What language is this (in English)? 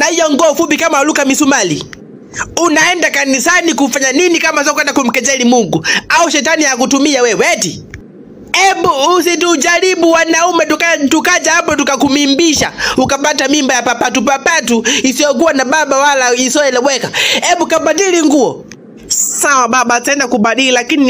Swahili